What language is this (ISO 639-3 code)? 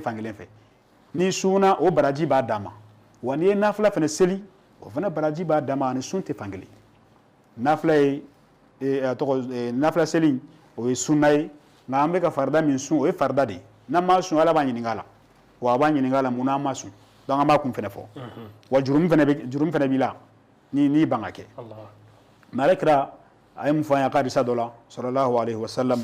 bam